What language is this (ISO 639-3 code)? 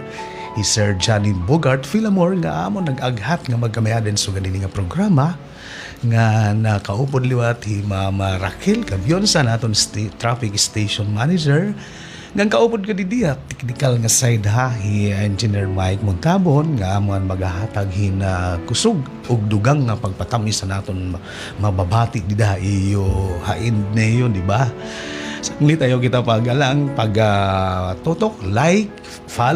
war